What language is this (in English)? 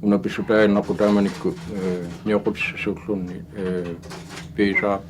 Kalaallisut